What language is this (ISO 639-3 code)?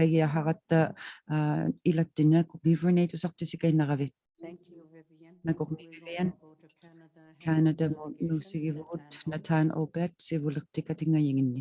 iku